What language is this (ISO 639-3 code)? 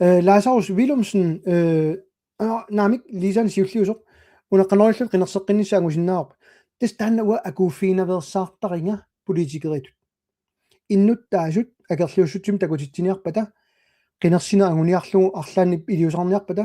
kal